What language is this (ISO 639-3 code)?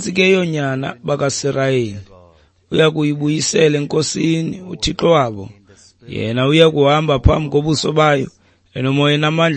xho